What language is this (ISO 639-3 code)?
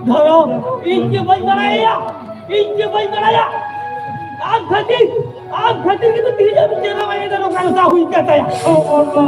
sat